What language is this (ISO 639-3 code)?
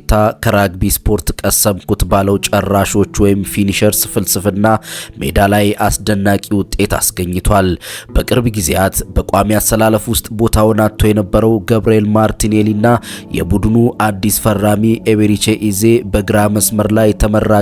amh